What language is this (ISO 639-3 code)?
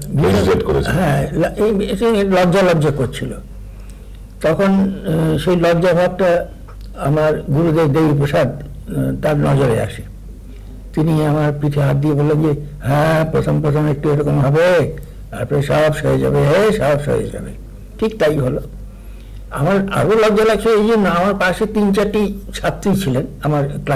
ben